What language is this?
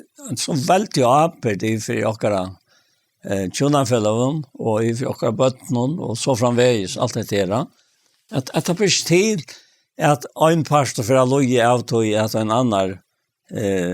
Faroese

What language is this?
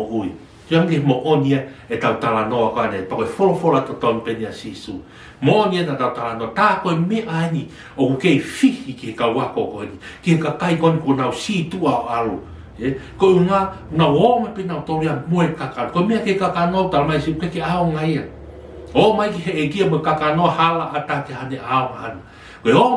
Tongan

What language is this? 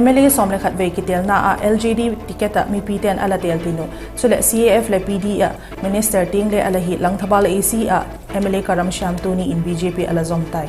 Vaiphei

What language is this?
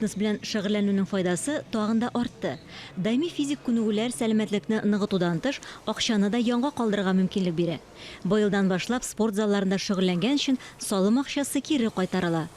Tatar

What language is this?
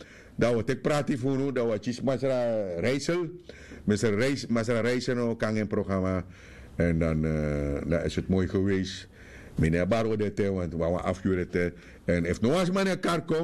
Sranan Tongo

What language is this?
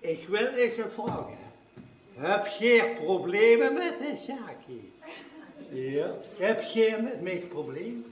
Limburgish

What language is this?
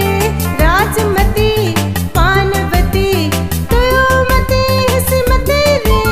Newari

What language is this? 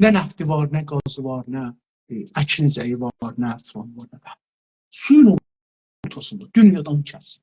South Azerbaijani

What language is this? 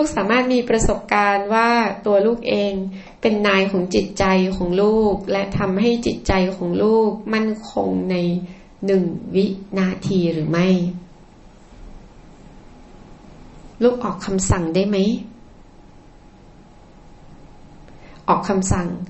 Thai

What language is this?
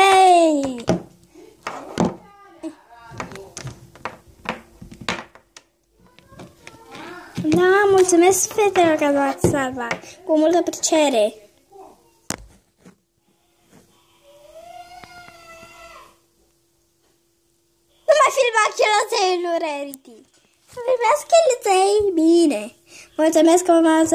Romanian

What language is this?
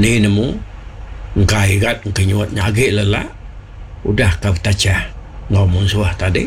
Iban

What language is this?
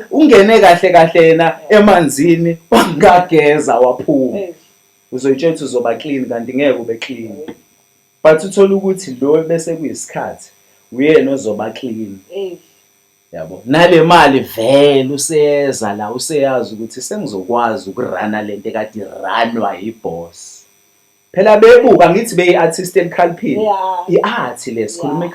Zulu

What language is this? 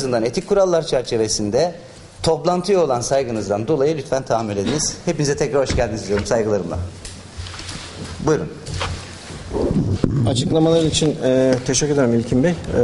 Turkish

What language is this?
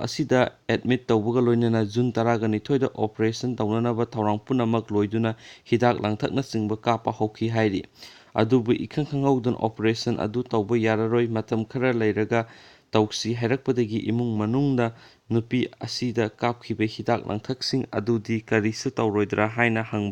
Manipuri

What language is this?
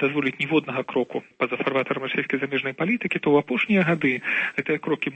Belarusian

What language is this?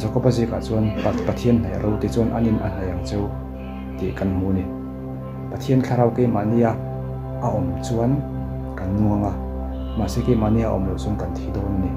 Mizo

